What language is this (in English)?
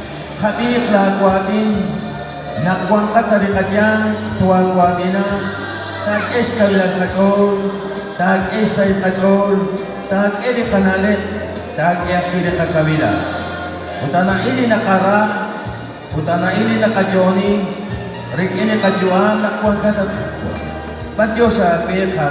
Kekchí